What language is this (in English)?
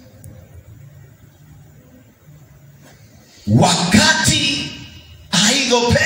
Swahili